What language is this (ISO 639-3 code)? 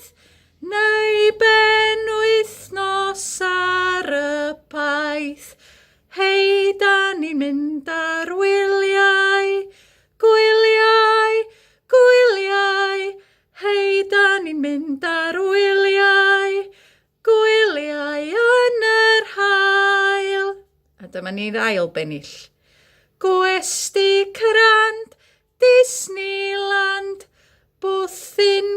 cym